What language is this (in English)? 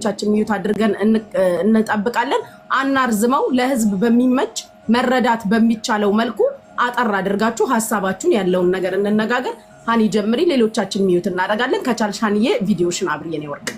Amharic